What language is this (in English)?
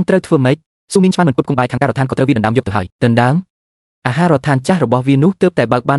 Khmer